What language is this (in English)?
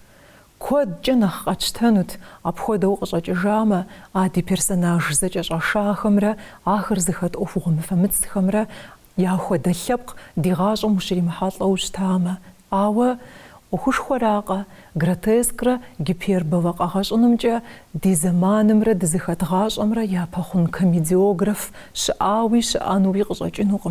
Kabardian